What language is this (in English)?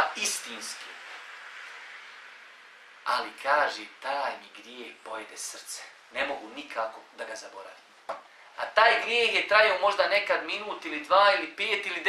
Bosnian